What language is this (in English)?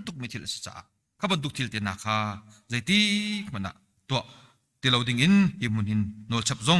Hakha Chin